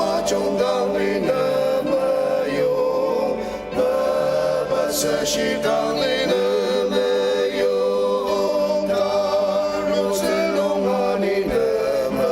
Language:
Ao Naga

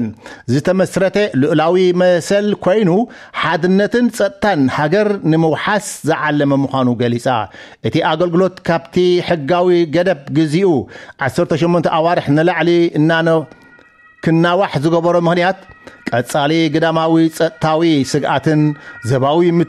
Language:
Tigrinya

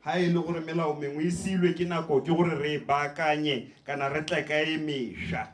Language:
Tswana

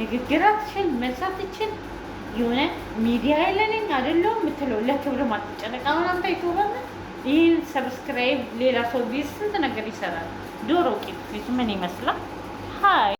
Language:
Amharic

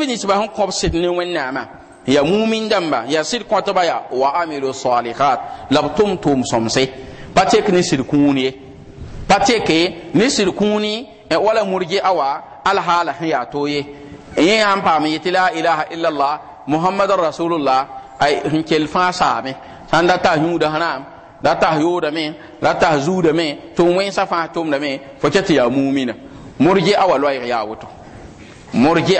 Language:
Mossi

